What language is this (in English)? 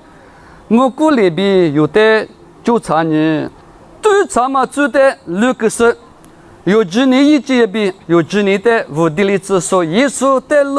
Lisu